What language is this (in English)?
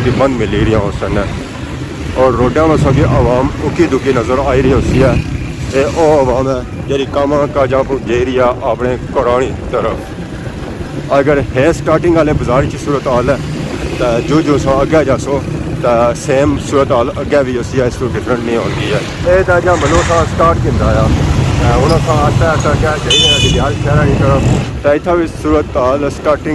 Pahari-Potwari